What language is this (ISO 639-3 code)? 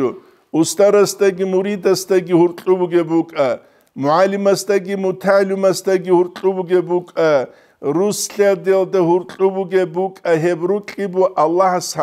ava